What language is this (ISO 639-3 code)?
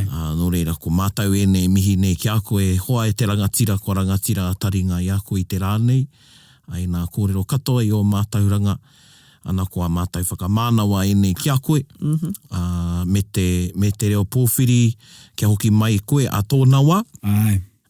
mri